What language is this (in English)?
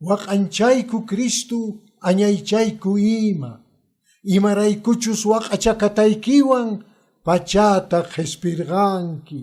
Quechua